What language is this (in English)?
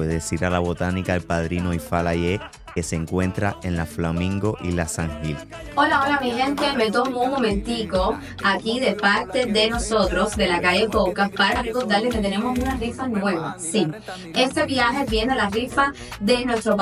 Spanish